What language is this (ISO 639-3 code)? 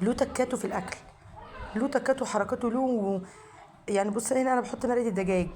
arz